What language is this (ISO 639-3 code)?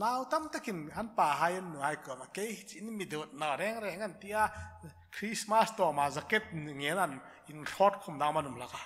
hmr